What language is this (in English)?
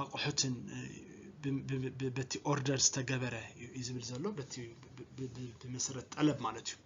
Tigrinya